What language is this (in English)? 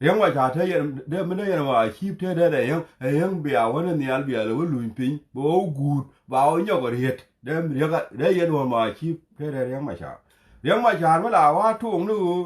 Nuer